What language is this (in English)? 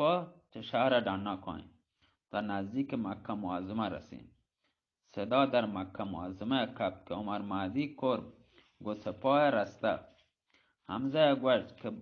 Baluchi